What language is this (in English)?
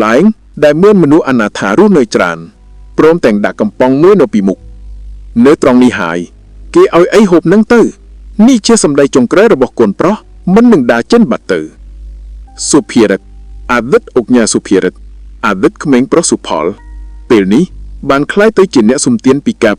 Khmer